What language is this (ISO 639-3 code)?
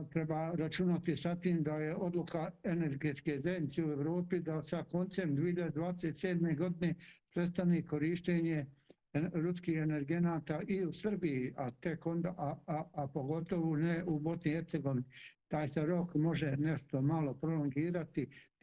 bos